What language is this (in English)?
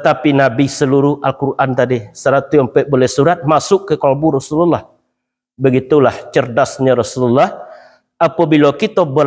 Minangkabau